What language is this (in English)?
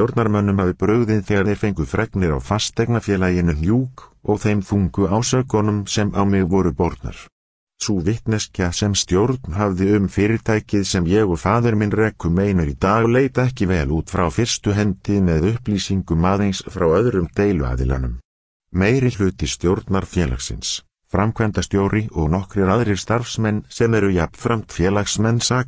Icelandic